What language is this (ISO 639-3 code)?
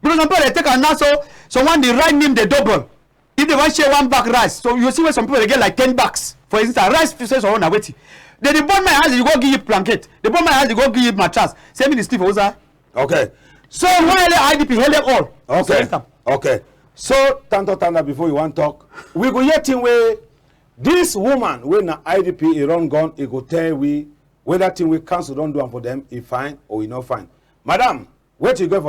wes